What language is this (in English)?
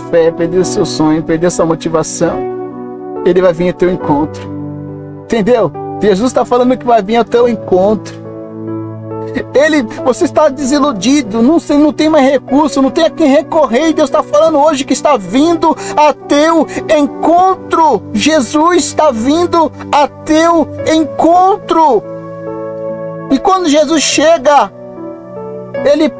Portuguese